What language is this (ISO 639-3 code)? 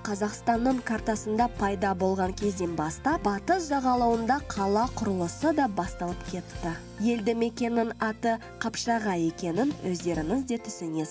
kaz